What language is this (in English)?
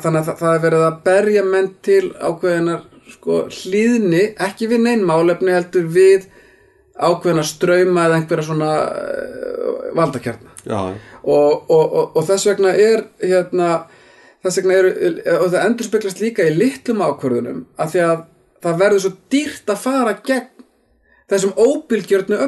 Icelandic